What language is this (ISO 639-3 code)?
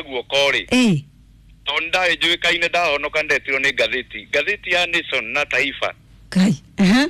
kik